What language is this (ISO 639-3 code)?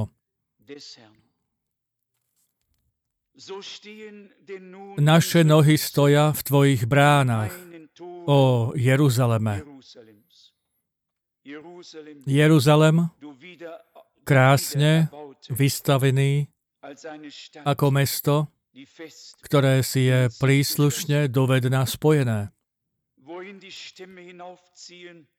slk